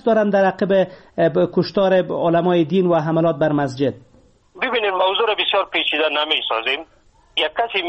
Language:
Persian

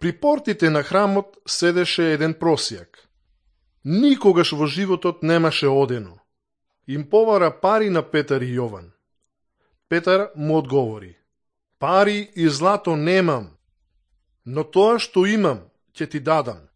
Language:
Macedonian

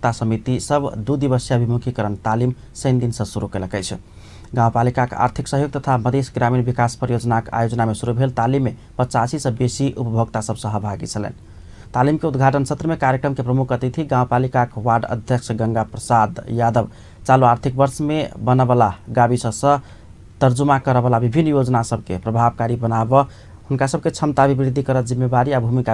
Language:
Maithili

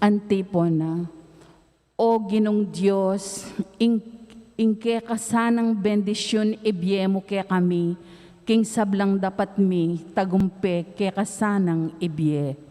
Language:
Pampanga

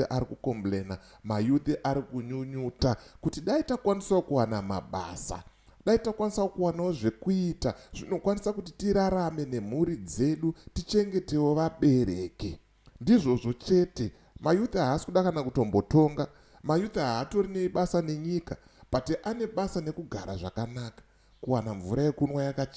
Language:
Shona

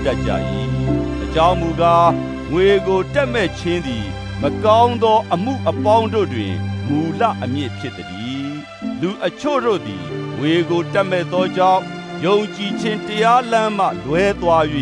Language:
Burmese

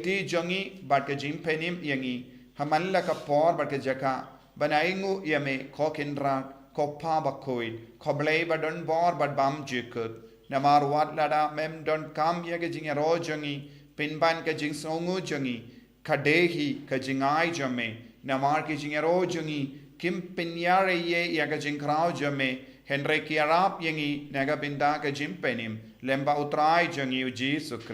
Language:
Khasi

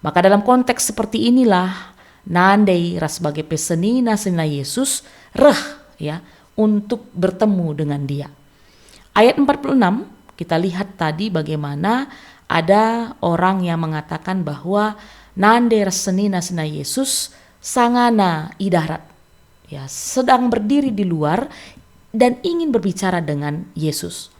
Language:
Batak Karo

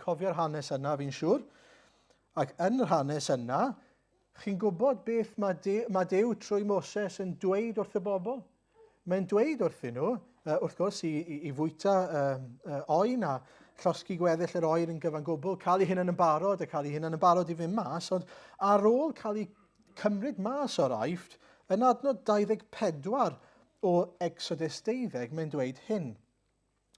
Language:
Welsh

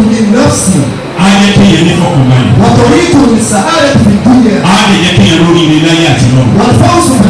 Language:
Yoruba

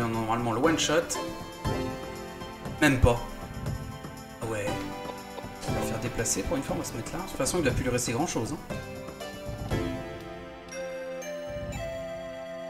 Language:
French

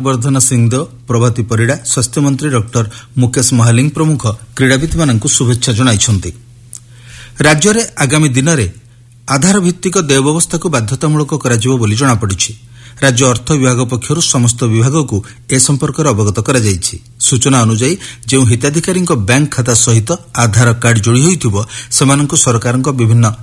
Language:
Odia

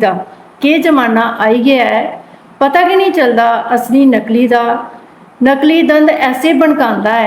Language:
Dogri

